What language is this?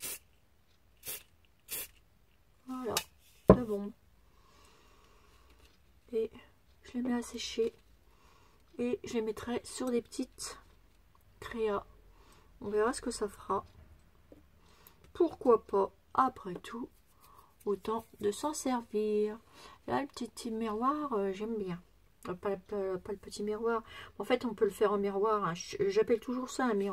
French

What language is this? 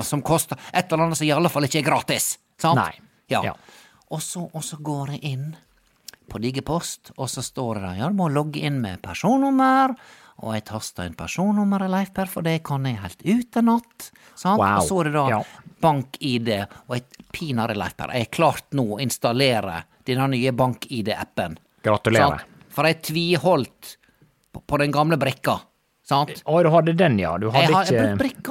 Norwegian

